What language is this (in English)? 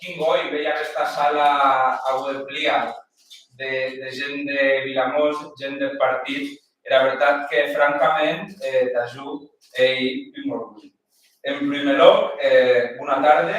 Occitan